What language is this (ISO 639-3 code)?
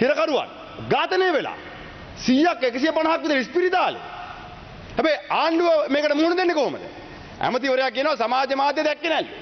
sin